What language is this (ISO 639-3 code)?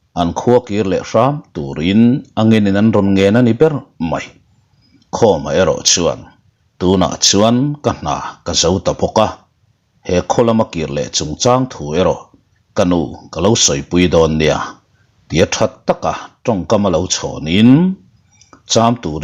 lus